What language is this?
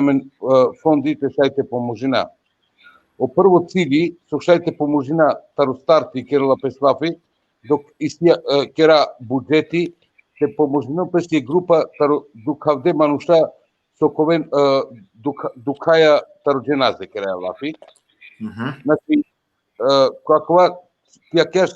Balkan Romani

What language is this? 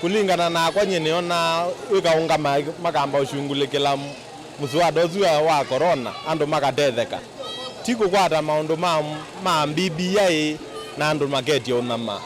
Kamba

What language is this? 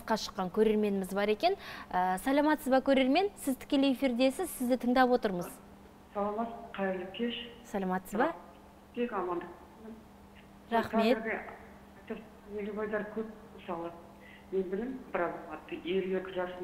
Kazakh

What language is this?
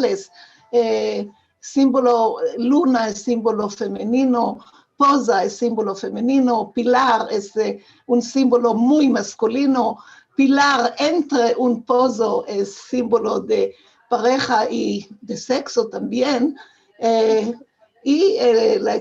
Ladino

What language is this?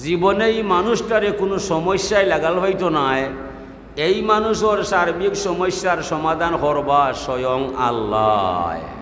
Sylheti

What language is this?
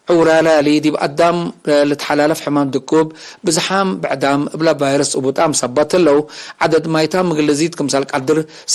Tigre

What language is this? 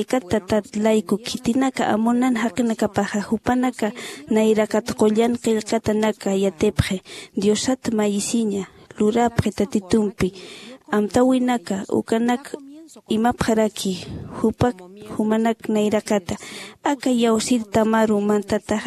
Aymara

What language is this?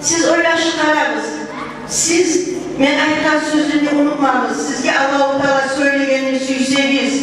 Kumyk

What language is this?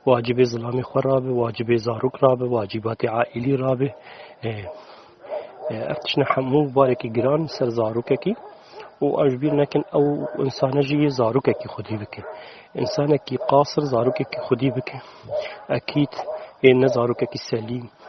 Kurdish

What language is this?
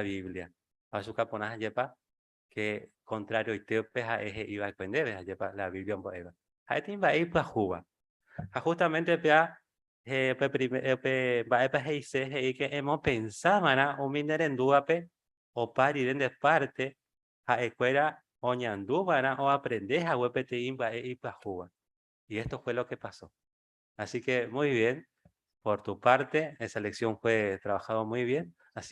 Guarani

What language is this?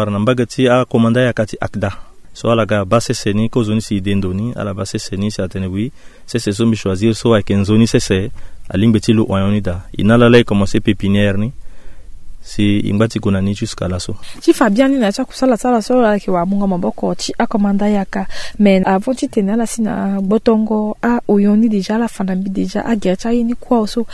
Sango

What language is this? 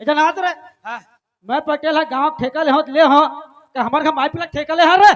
Chhattisgarhi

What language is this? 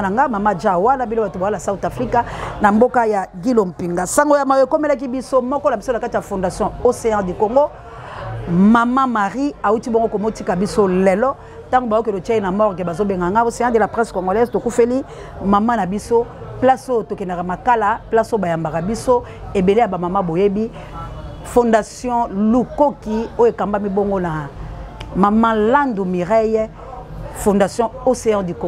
Lingala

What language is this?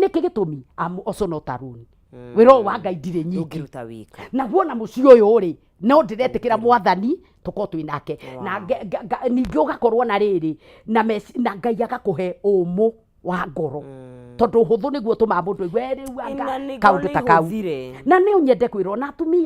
Kikuyu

